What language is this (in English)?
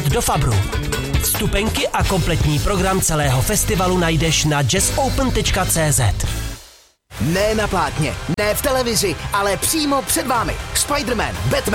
Czech